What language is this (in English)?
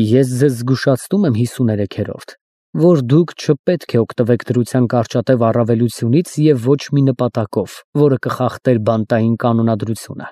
Armenian